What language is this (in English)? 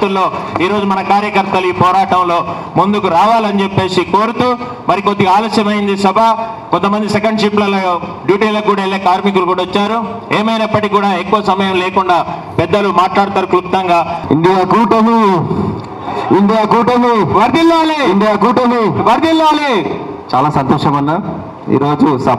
Telugu